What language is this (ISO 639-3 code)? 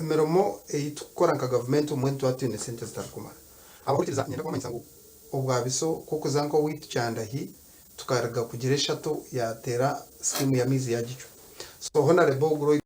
nyn